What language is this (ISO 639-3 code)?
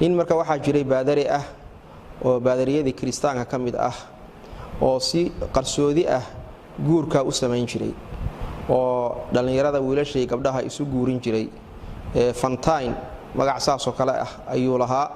som